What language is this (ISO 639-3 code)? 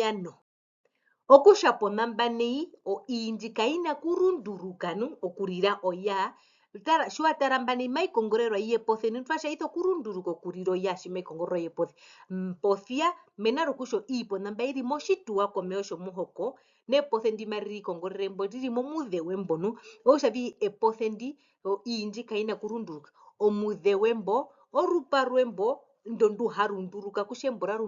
her